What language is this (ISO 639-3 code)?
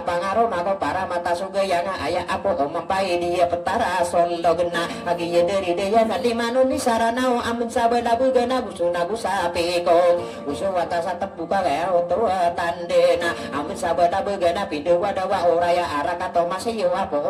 mrw